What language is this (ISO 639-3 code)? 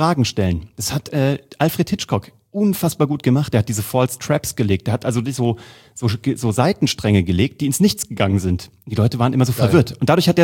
deu